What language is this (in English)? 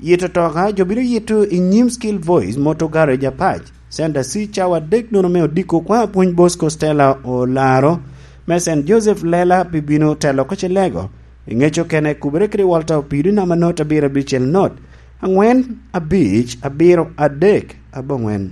Lango (Uganda)